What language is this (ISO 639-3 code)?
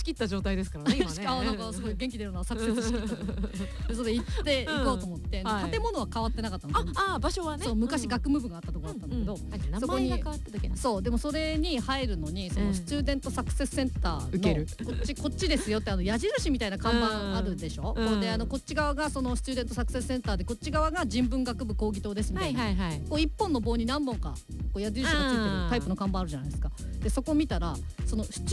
jpn